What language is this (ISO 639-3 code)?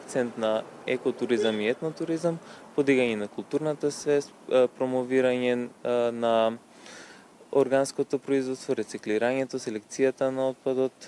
mkd